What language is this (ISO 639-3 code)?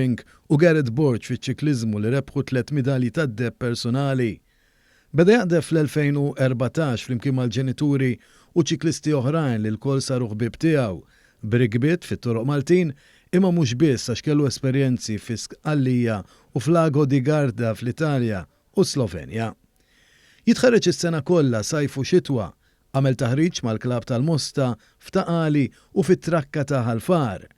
mlt